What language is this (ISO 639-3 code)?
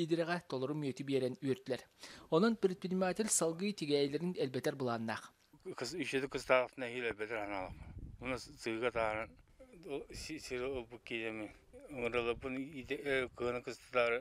sah